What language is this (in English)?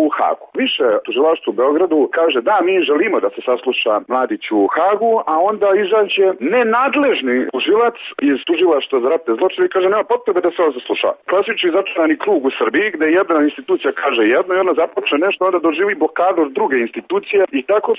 Serbian